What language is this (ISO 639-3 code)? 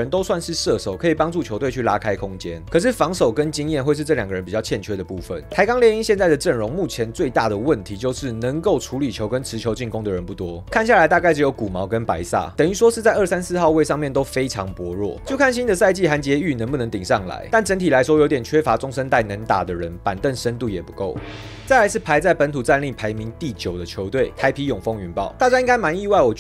zho